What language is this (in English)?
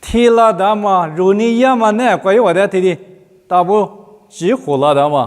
Lisu